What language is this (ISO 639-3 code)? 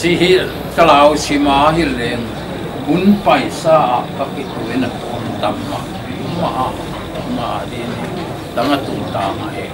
pck